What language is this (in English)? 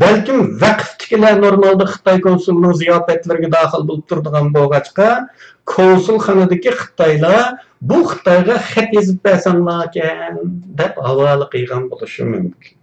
Uyghur